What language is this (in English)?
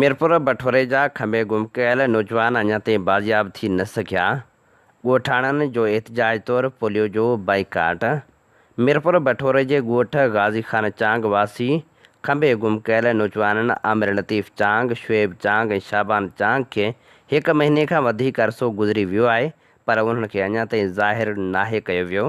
Sindhi